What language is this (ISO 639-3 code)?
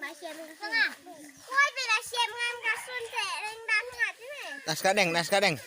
kha